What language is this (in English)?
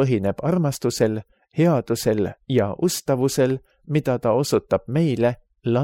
Estonian